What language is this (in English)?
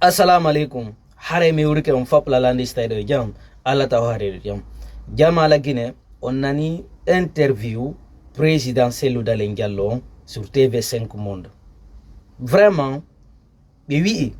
Fula